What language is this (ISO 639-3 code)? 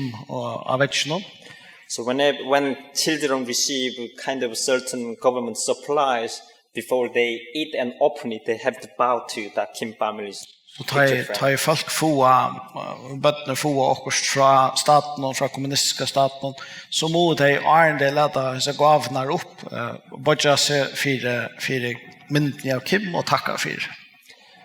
fao